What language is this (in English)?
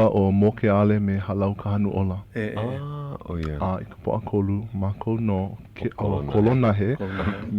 Hawaiian